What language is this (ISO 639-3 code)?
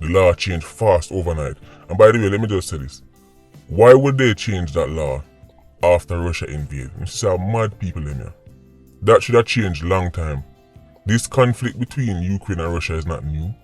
jam